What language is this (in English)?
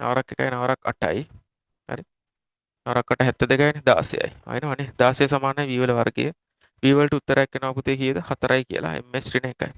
Sinhala